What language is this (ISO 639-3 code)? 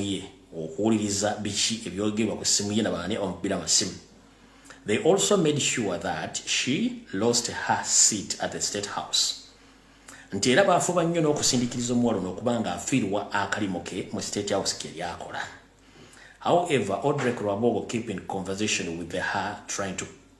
lug